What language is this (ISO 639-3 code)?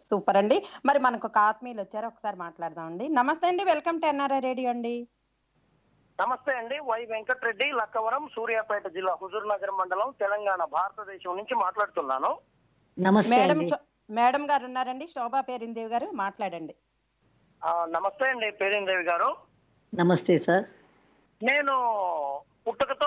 tel